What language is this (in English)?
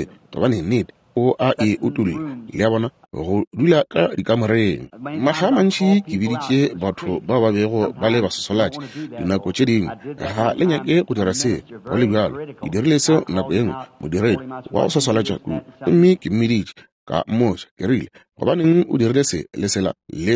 Northern Sotho